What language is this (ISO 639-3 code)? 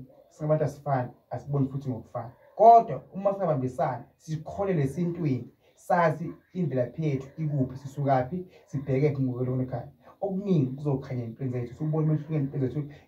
zul